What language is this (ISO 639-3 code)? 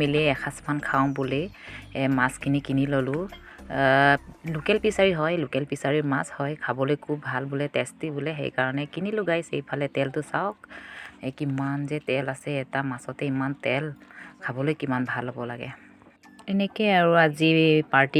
asm